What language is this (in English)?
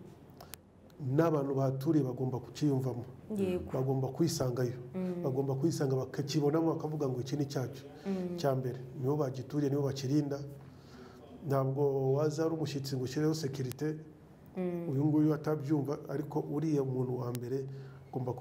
Kinyarwanda